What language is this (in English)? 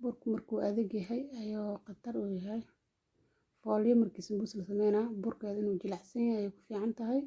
Somali